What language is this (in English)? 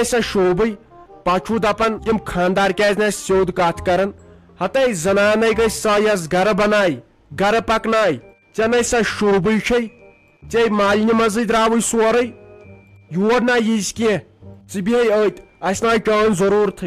Kashmiri